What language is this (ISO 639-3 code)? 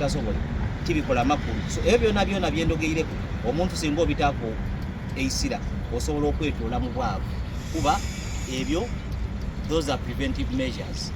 xog